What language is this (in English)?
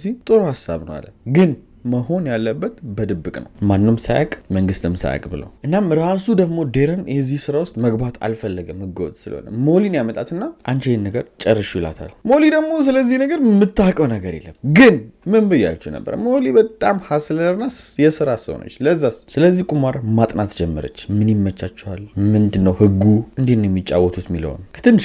Amharic